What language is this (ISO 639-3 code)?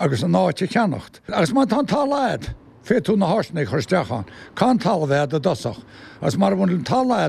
gle